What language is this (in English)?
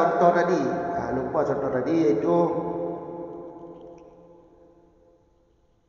Malay